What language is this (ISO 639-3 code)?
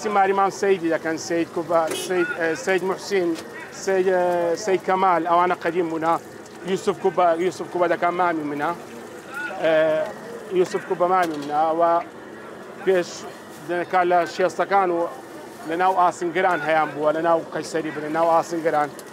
kur